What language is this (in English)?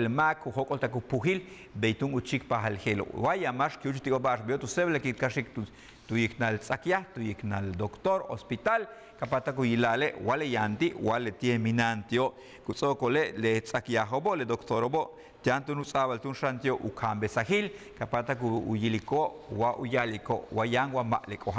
Yucateco